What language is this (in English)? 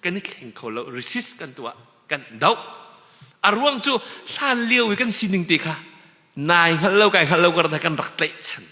Hakha Chin